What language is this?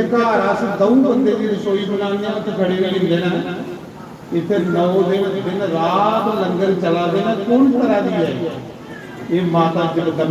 Dogri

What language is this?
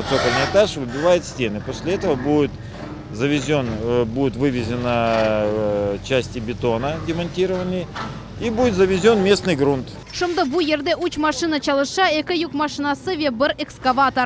Crimean Tatar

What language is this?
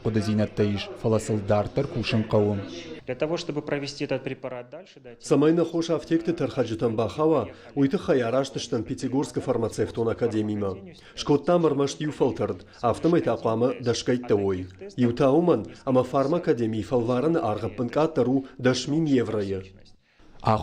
Ossetic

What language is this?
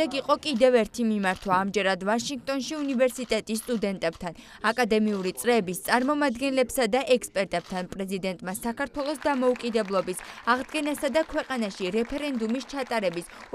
Georgian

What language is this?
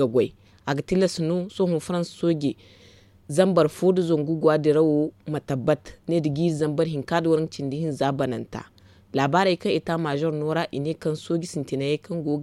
Zarma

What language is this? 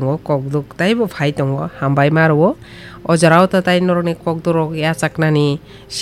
Kok Borok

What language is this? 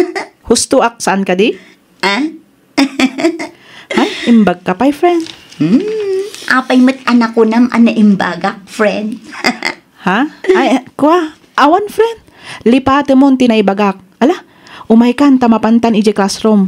Iloko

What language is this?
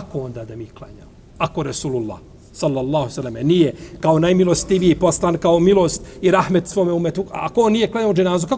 Bosnian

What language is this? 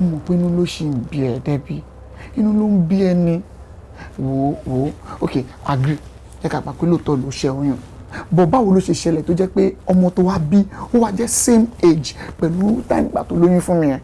Yoruba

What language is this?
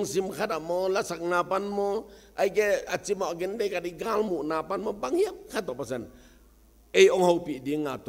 Tedim Chin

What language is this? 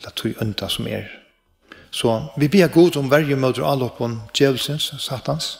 Faroese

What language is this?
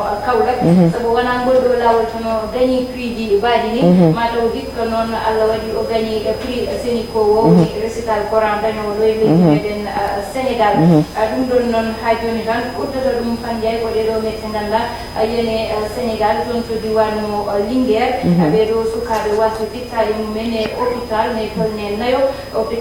Fula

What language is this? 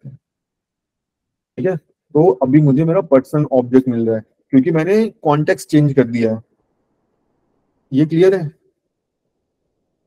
Hindi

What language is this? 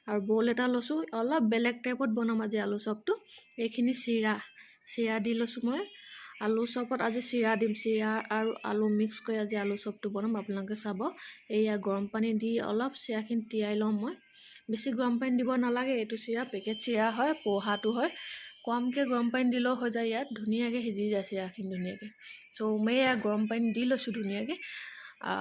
Assamese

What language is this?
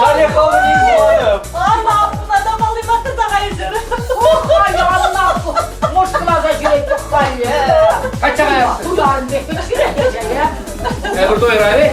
Chuvash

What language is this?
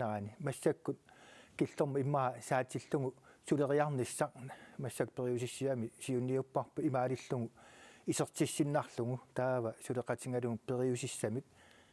Kalaallisut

